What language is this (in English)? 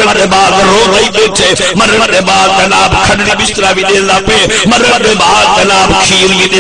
Saraiki